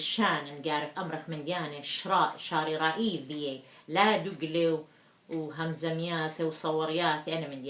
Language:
Assyrian Neo-Aramaic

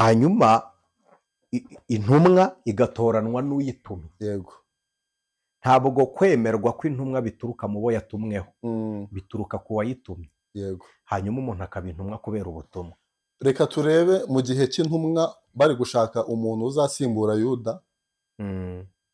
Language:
Kinyarwanda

